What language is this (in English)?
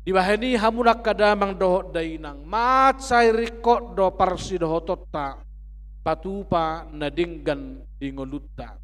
Batak Toba